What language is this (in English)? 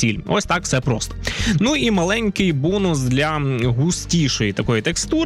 Ukrainian